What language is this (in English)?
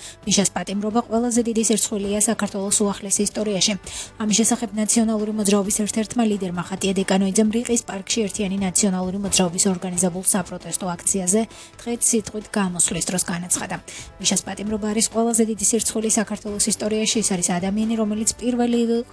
Georgian